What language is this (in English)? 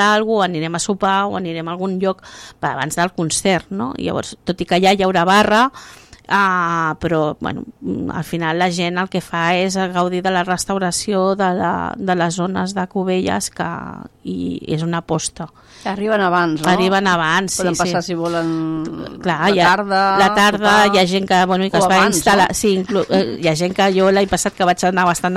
Catalan